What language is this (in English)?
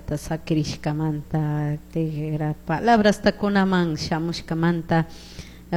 Chimborazo Highland Quichua